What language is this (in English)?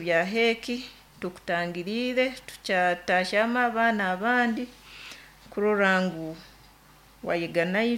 Nyankole